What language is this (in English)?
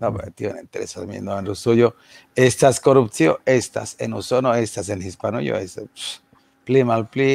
Esperanto